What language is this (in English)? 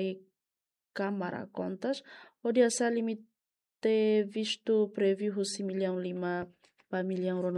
Tetum